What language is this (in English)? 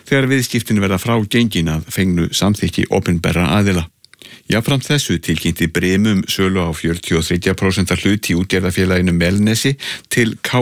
Icelandic